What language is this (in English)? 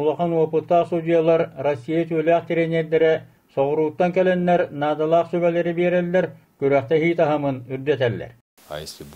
Yakut